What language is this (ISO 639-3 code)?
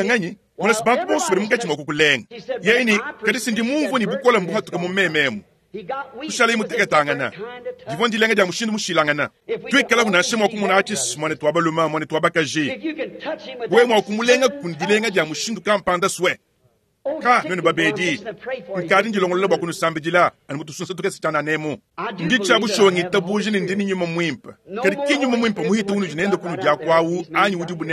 lua